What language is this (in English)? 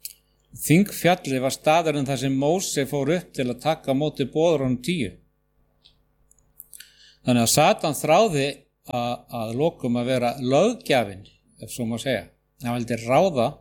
Icelandic